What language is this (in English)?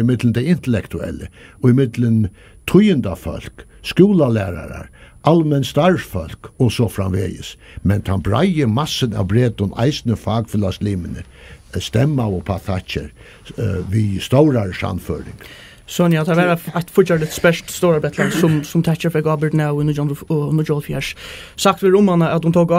Faroese